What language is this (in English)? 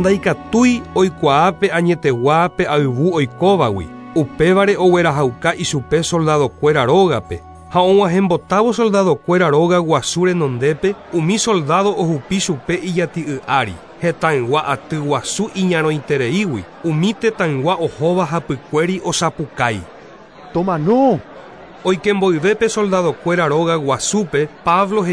Guarani